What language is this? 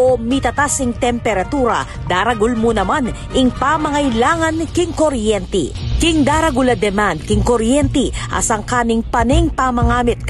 Pampanga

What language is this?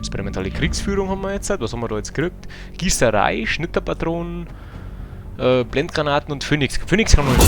Bavarian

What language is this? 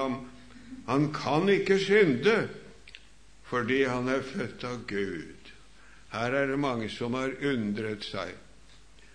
Norwegian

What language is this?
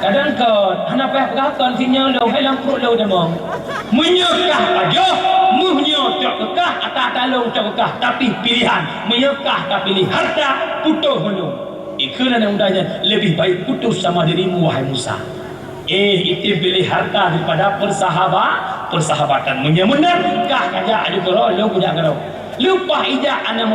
Achinese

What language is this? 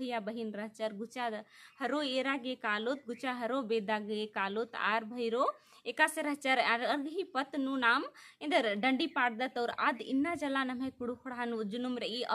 Kurukh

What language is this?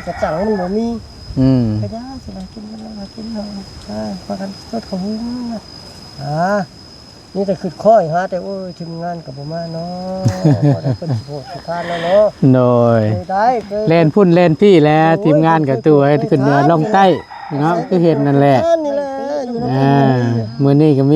Northeastern Thai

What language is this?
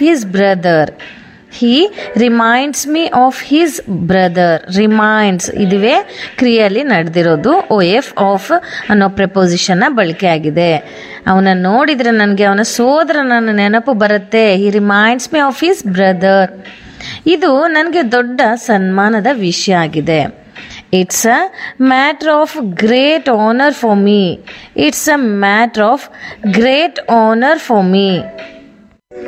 Kannada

